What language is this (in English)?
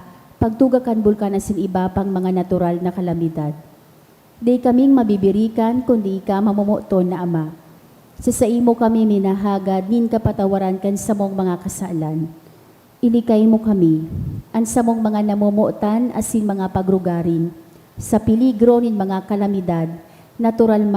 Bikol